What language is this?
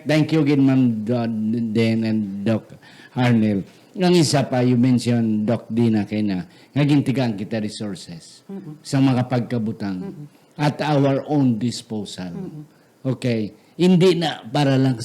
Hiligaynon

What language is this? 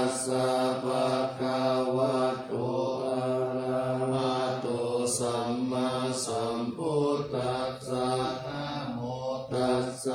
Pali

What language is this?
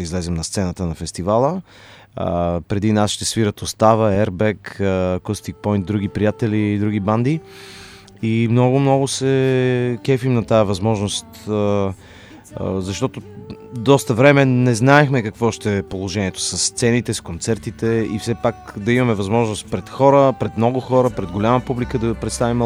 Bulgarian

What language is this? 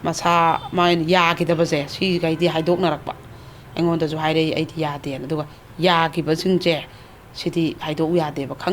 Manipuri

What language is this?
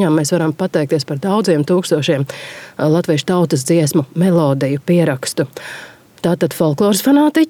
Latvian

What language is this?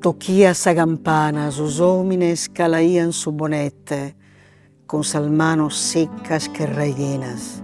Sardinian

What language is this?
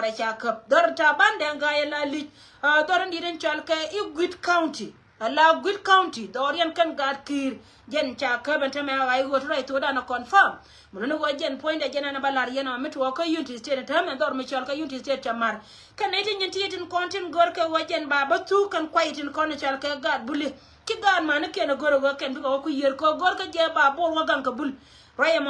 Nuer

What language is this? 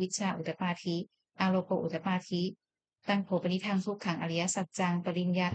Pali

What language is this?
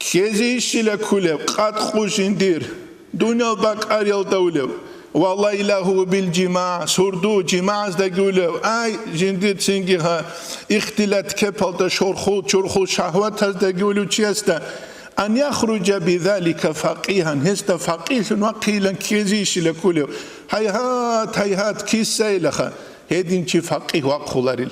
Avaric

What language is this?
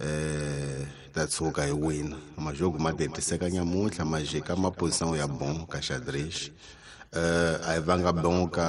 Tsonga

